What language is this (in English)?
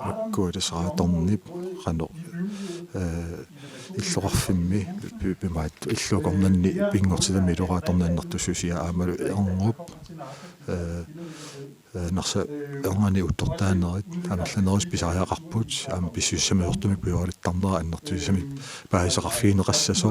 Kalaallisut